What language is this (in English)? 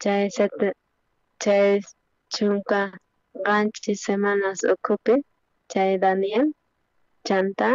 South Bolivian Quechua